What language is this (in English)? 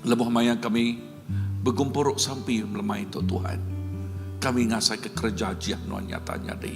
Iban